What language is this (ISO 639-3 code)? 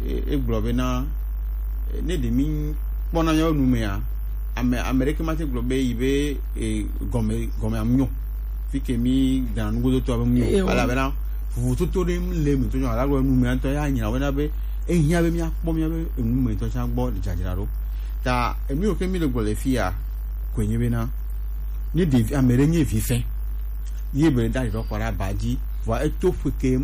gej